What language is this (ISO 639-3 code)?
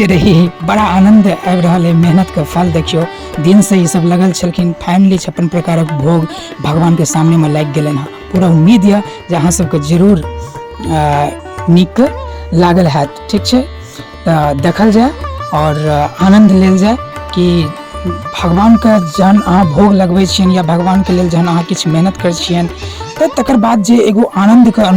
mai